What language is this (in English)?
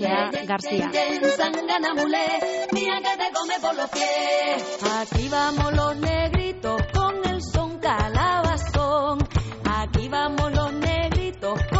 Basque